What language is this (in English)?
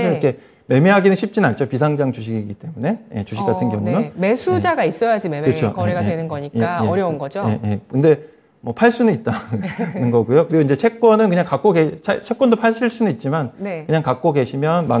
Korean